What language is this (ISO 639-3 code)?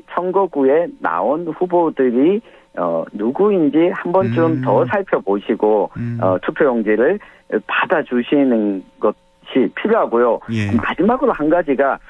kor